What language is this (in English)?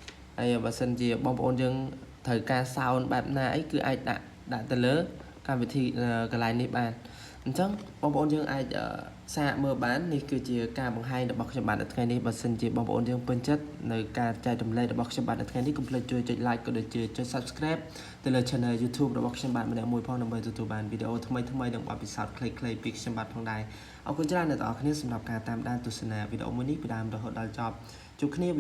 Khmer